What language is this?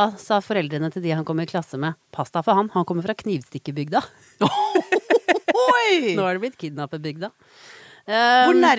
Norwegian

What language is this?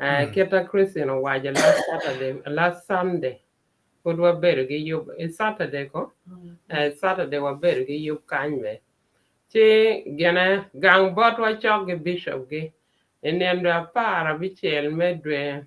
Acoli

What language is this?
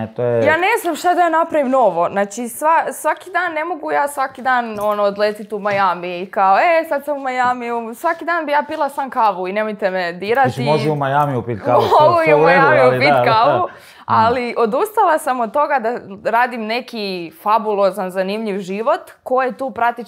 Croatian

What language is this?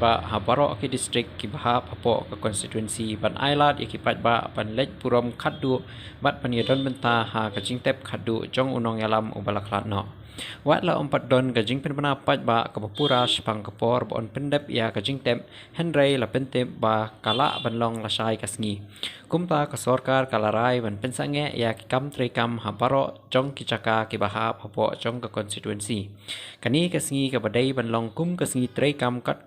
Khasi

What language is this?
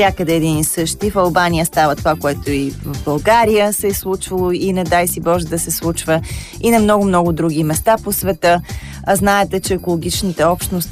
Bulgarian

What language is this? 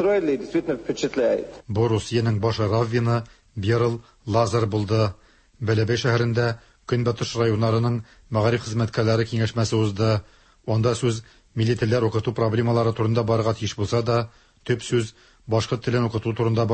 Tatar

